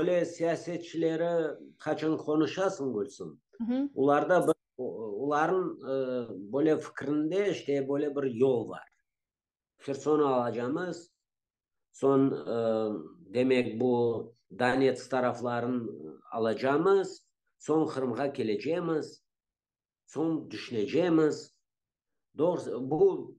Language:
Crimean Tatar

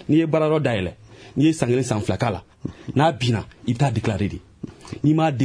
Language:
Bambara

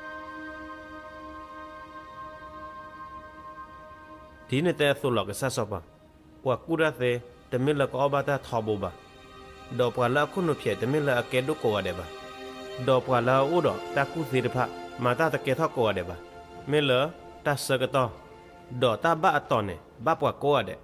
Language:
S'gaw Karen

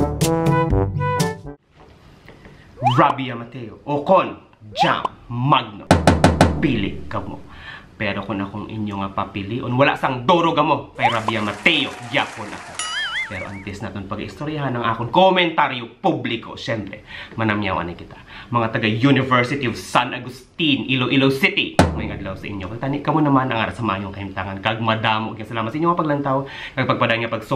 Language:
Hiligaynon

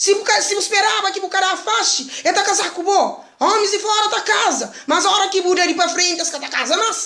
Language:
Kabuverdianu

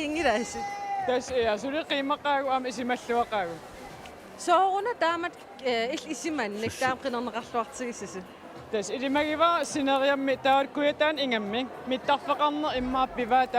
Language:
Kalaallisut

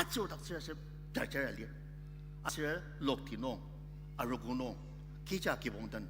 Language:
Ao Naga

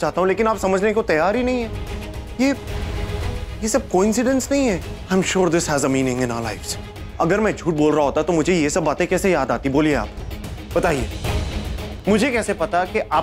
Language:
Hindi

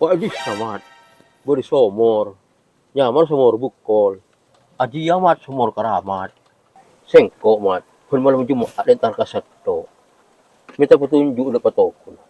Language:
Madurese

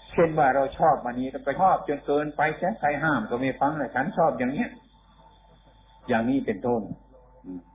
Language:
Thai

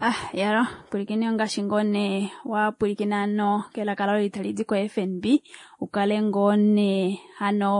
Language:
Kuanyama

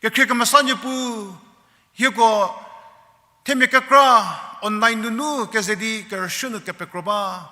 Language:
Angami Naga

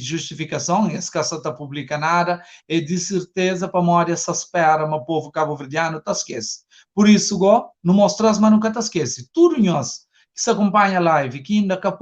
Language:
Kabuverdianu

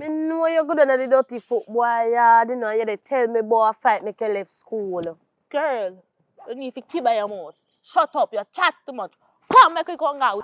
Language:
Jamaican Creole English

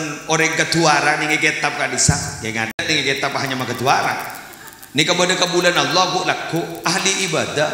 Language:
Madurese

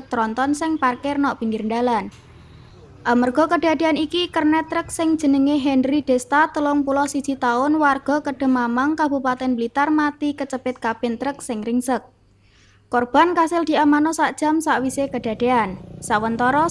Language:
Javanese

